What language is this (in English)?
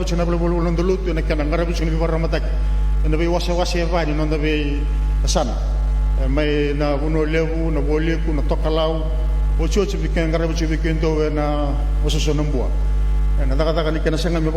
Fijian